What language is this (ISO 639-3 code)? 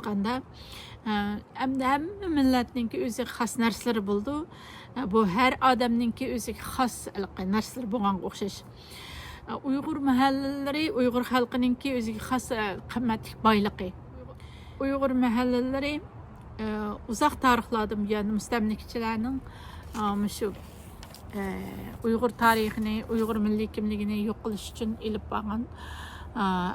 uig